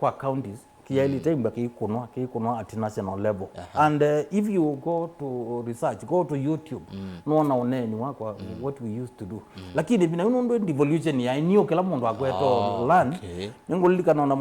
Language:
Kamba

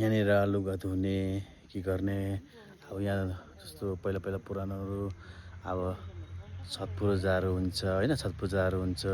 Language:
Nepali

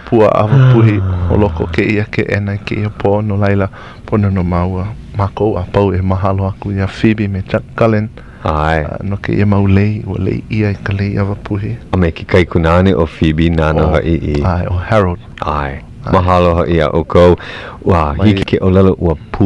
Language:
Hawaiian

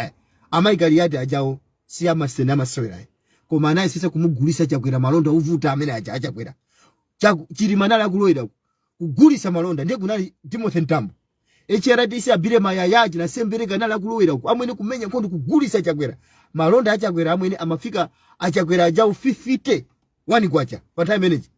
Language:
Nyanja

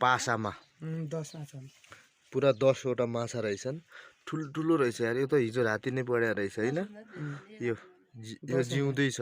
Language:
Nepali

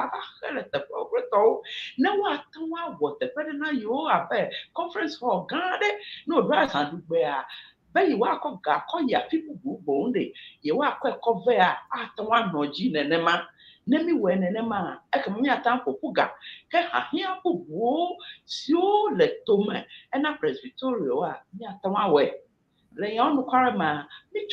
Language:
Ewe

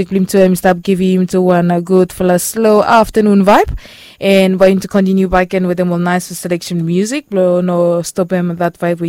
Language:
Bislama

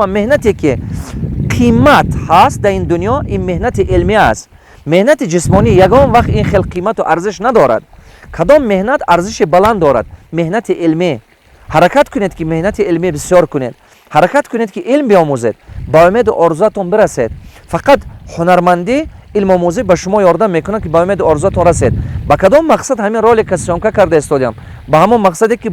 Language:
Tajik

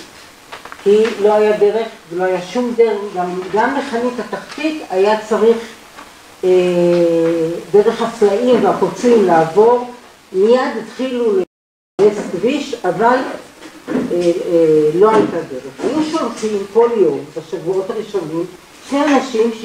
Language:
Hebrew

